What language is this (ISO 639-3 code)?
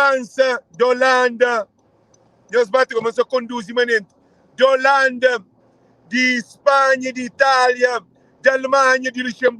kea